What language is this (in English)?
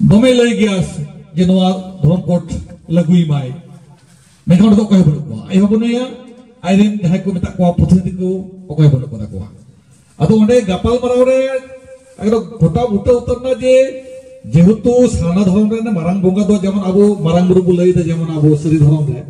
Santali